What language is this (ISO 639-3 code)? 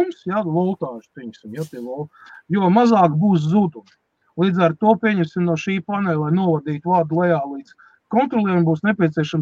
lav